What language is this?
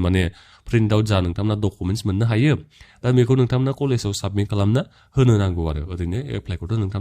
Bodo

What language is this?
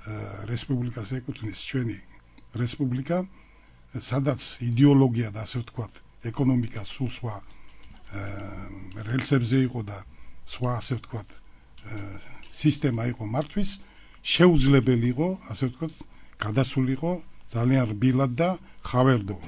Georgian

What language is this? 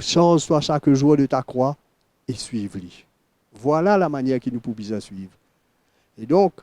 Morisyen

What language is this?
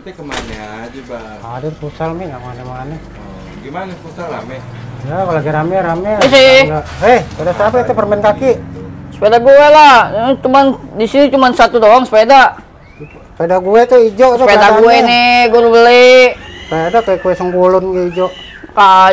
Betawi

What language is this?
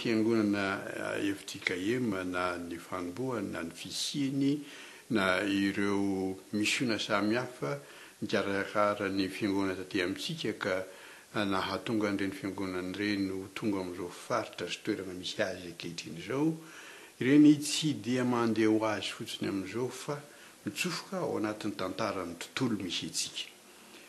Malagasy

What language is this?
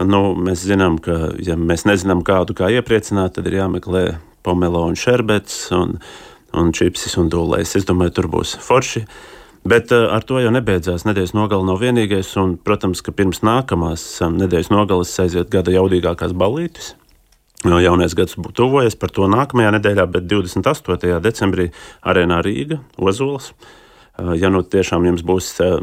Latvian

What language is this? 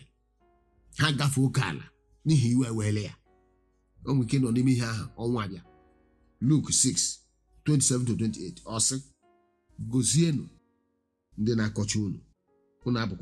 Igbo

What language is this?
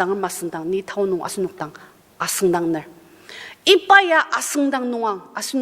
Ao Naga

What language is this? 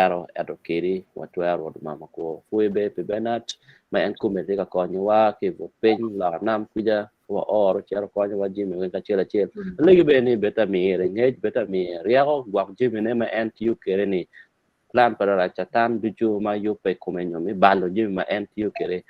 Acoli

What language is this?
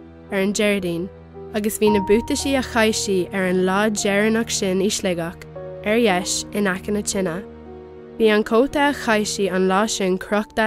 Irish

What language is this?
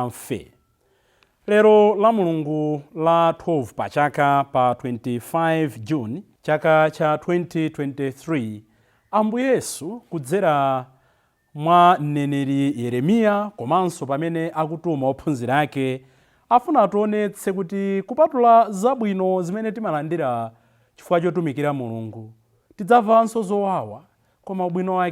Nyanja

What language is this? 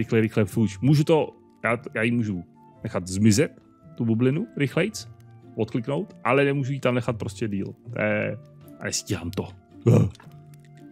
Czech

